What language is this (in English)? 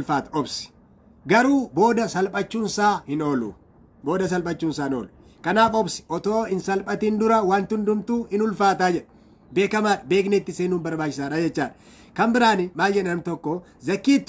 Oromo